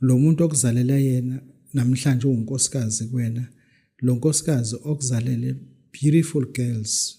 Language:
Zulu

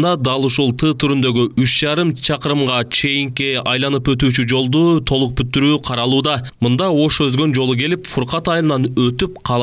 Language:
Kyrgyz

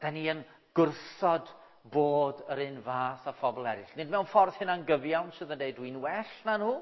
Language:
Welsh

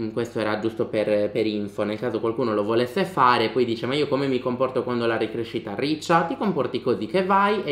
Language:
Italian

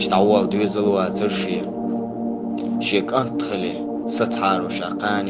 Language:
Chechen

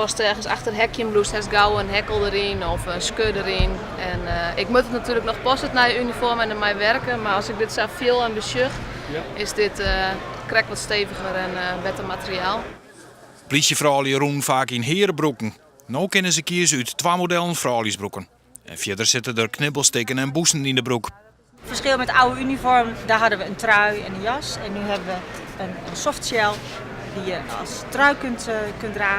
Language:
Western Frisian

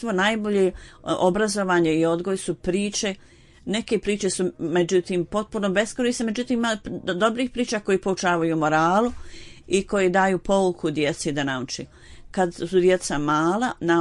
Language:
Bosnian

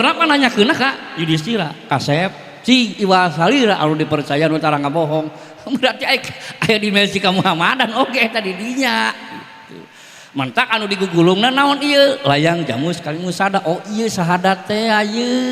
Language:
Sundanese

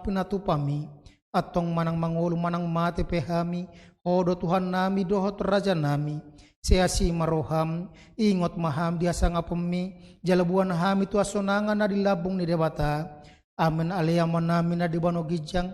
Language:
Batak Toba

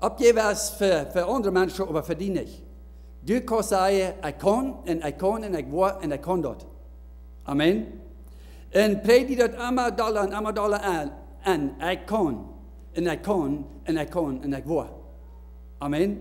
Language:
Plautdietsch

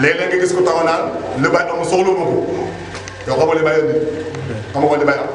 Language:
Wolof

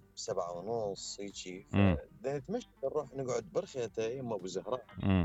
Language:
Mesopotamian Arabic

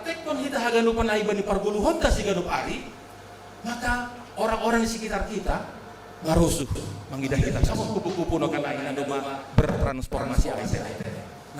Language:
Batak Simalungun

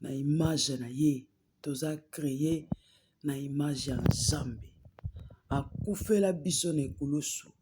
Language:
Lingala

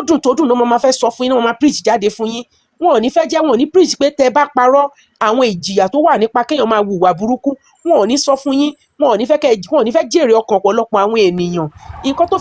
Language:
Yoruba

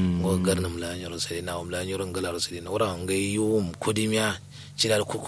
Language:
Kanuri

